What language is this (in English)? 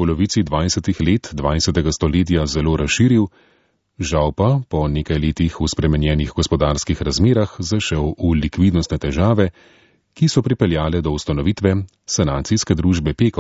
Slovenian